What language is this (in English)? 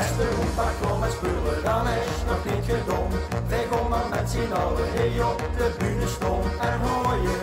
Limburgish